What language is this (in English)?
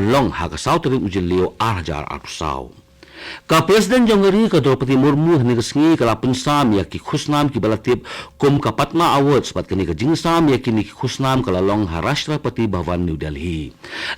Khasi